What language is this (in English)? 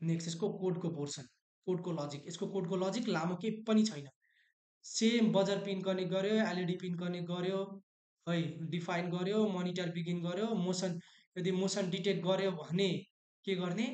Nepali